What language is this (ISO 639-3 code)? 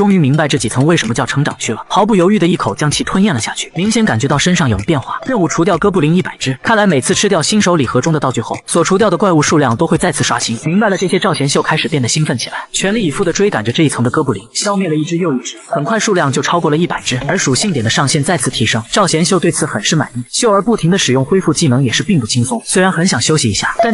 zho